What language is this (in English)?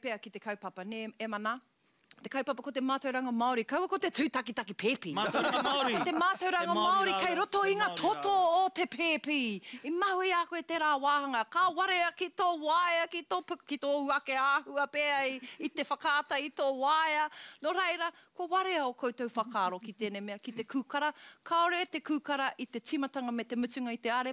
Māori